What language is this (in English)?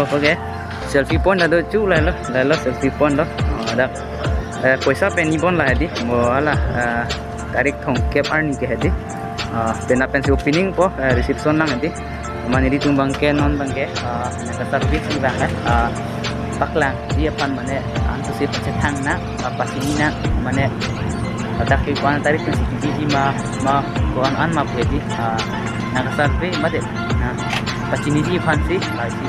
Karbi